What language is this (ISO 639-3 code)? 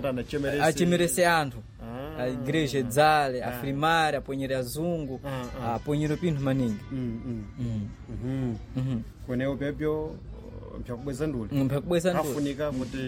seh